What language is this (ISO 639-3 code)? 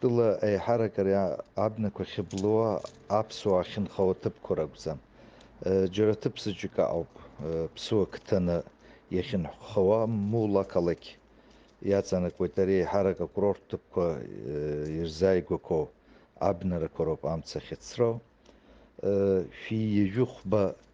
abk